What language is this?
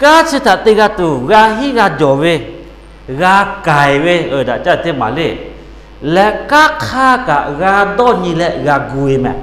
Lahu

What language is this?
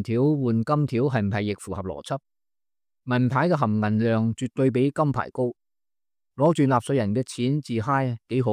Cantonese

